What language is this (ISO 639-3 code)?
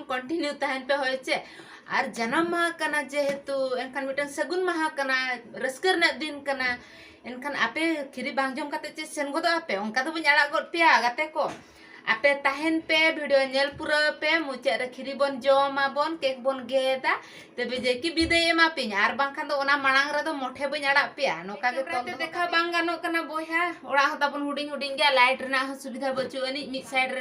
sat